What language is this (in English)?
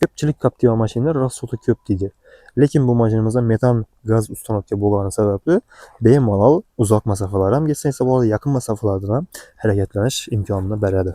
Uzbek